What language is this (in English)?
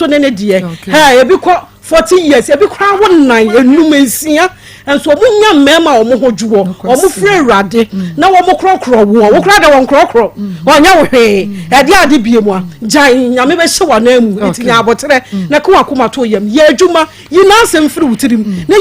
Akan